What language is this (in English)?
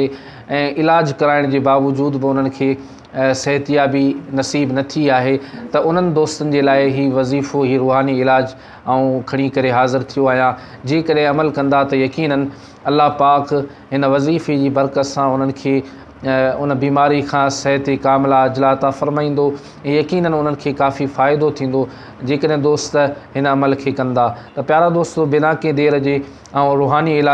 Sindhi